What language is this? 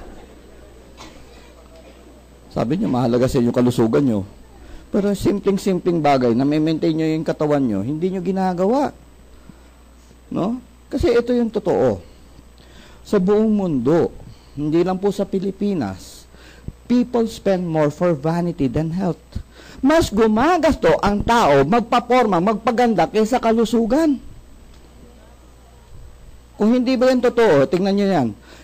Filipino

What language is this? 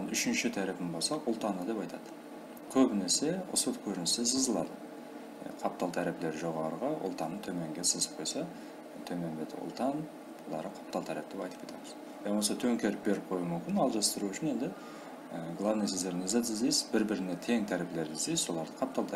Kara-Kalpak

